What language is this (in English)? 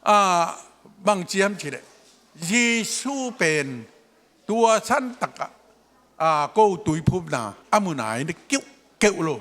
Tedim Chin